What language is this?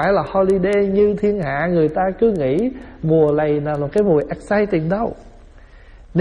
Vietnamese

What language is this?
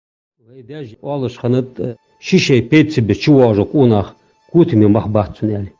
Ingush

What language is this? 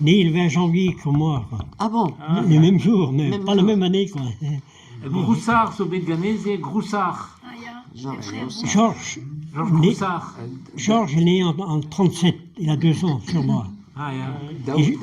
Breton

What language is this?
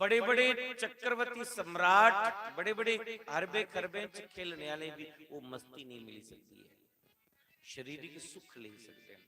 Dogri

